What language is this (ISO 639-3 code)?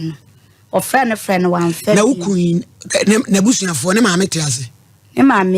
aka